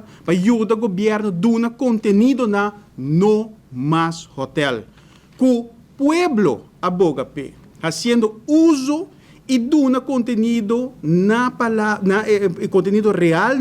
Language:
Papiamento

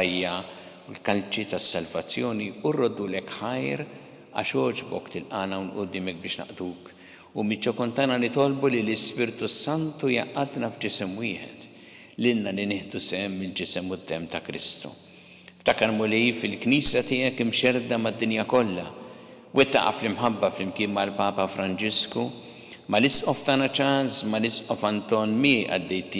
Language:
Maltese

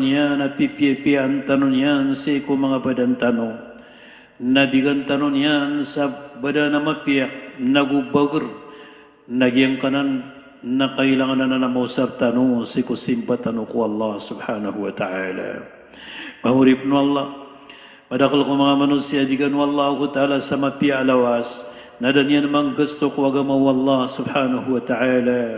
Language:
Maranao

